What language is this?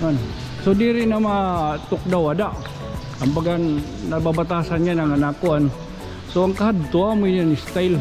Waray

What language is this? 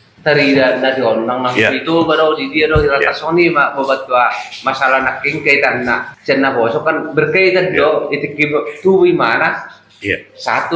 Batak Toba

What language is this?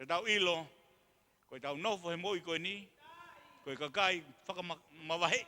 Tongan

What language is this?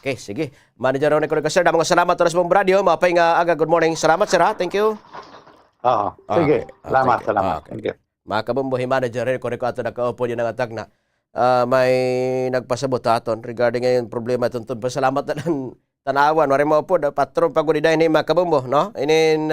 Waray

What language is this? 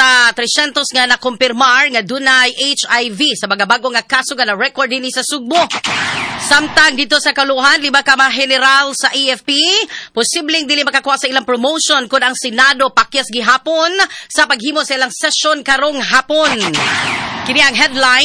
Cebuano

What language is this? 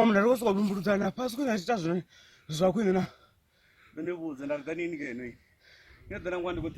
Venda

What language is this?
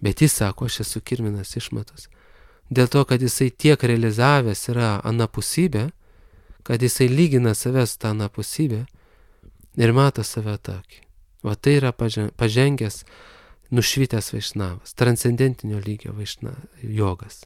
Lithuanian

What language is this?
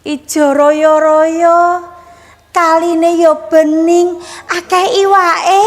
Javanese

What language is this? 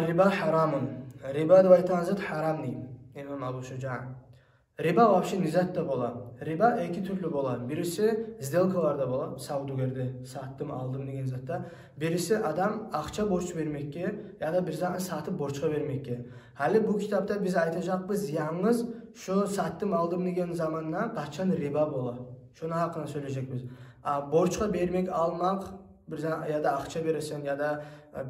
Kumyk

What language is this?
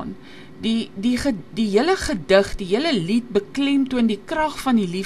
Afrikaans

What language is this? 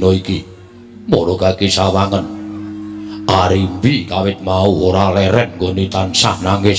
Javanese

